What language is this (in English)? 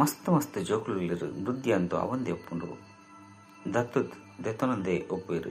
Tulu